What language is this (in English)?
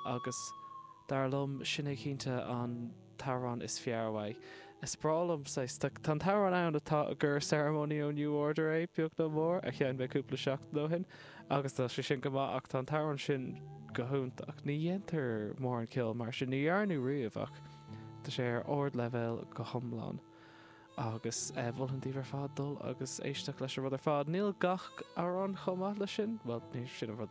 Irish